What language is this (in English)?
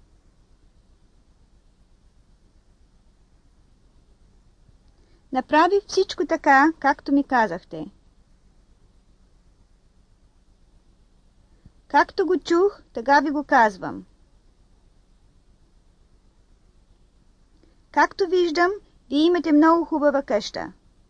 Bulgarian